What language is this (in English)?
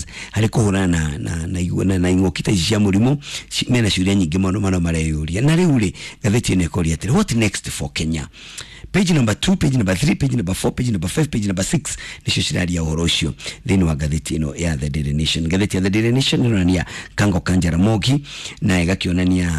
Kikuyu